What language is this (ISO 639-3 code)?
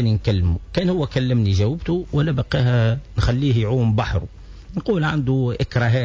aeb